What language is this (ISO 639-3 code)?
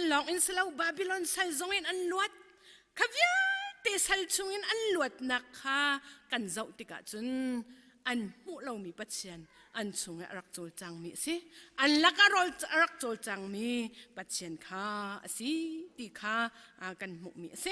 cnh